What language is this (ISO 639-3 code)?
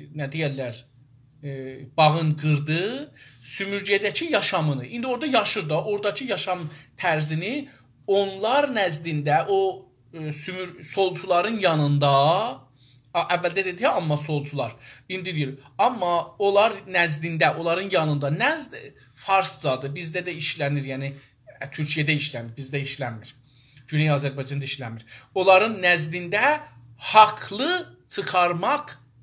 azb